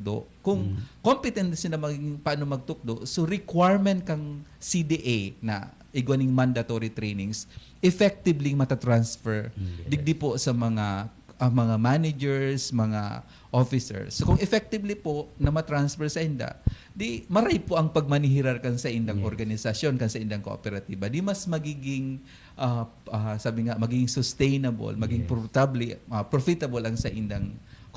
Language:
Bikol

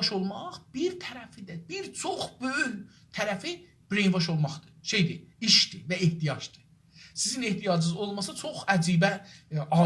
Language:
South Azerbaijani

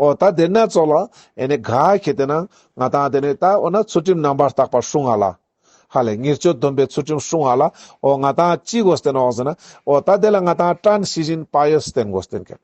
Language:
Ladakhi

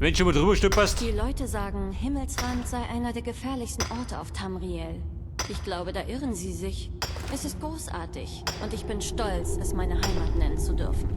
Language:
Bavarian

